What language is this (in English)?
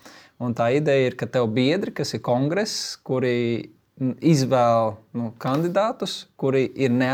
Latvian